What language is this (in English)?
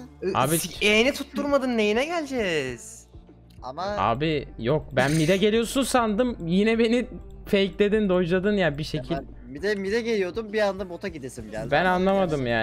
Turkish